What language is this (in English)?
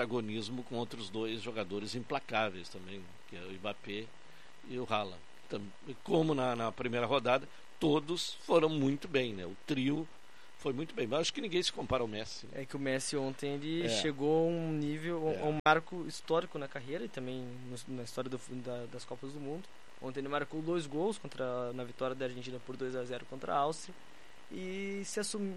Portuguese